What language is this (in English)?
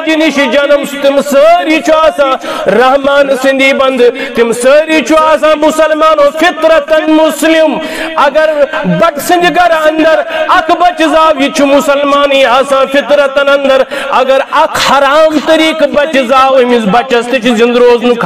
Kashmiri